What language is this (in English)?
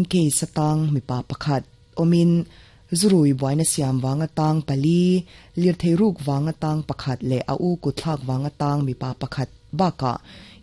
Mizo